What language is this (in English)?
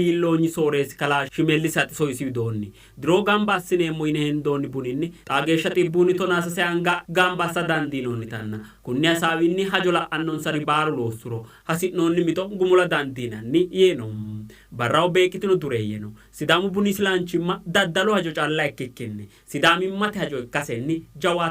Sidamo